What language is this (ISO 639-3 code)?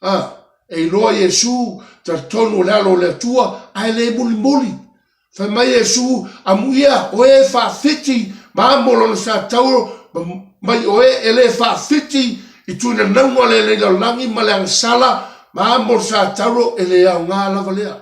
smo